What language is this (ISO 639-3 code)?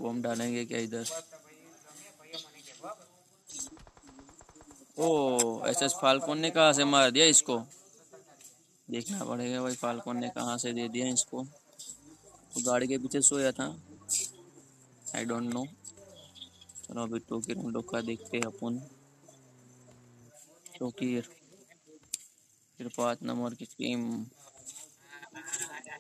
hin